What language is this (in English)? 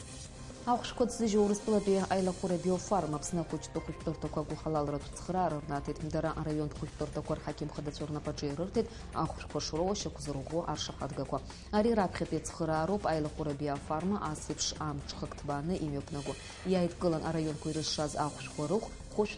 Abkhazian